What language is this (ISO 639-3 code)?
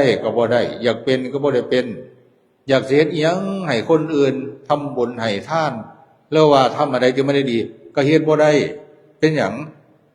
tts